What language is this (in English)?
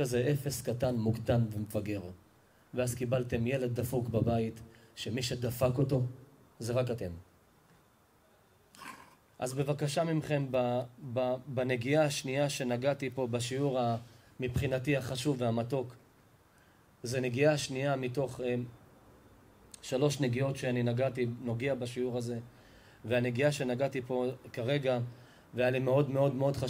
Hebrew